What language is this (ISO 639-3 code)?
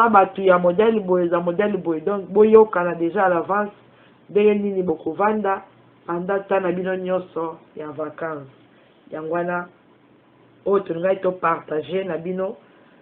lin